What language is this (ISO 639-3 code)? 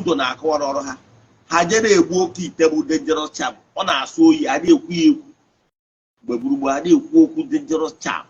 ibo